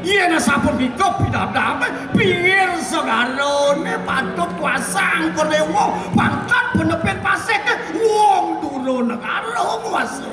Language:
Balinese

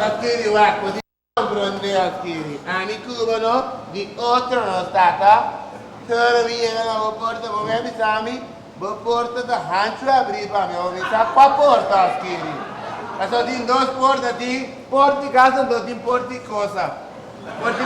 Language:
Papiamento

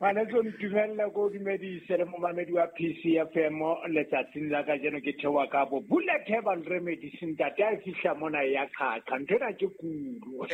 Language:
Southern Sotho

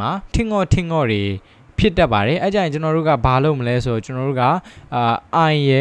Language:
Burmese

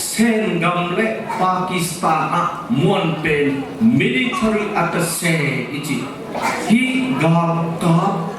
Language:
Tedim Chin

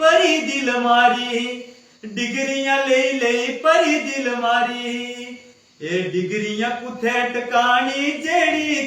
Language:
Dogri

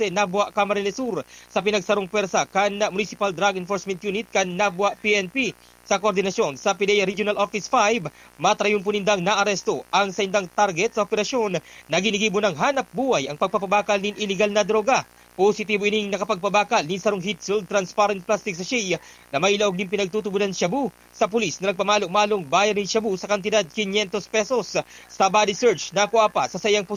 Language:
Bikol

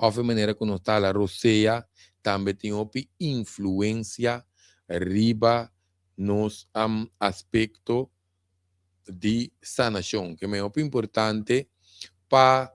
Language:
Papiamento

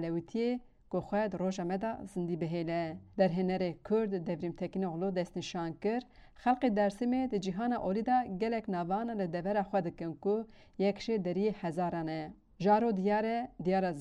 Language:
Kurdish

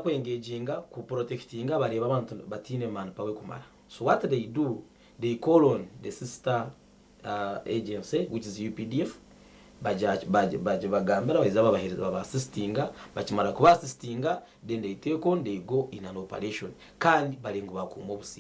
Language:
Nyankole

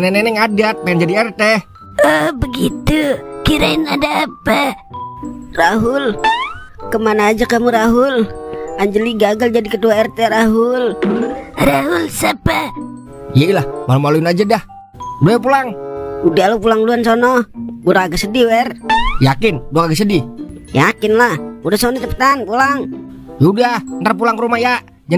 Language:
Betawi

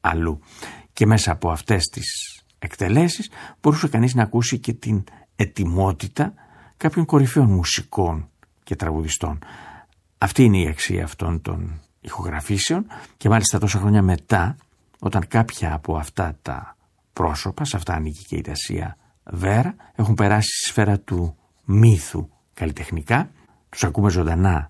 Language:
Greek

